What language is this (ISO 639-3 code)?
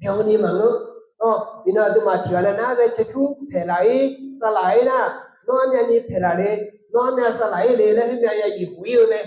ahk